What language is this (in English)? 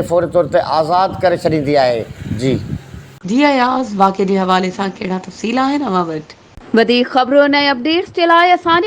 Sindhi